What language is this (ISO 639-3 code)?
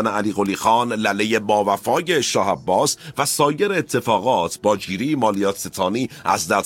fas